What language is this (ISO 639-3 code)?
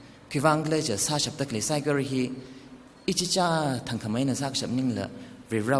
nmf